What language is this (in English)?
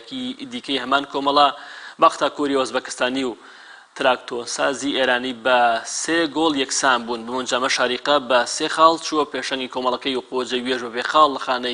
Central Kurdish